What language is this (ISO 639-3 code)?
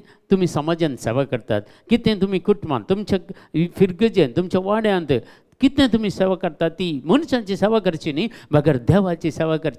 kok